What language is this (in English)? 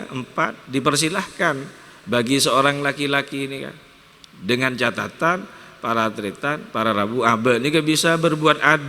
Madurese